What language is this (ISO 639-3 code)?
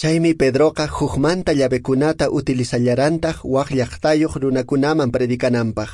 que